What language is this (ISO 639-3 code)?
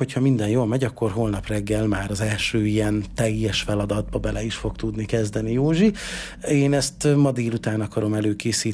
hun